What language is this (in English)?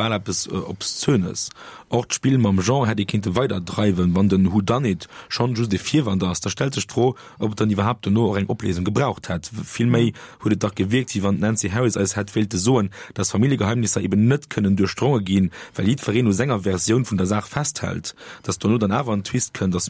Luxembourgish